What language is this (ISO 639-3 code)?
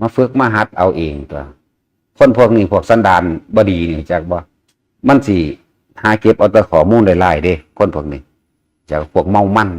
tts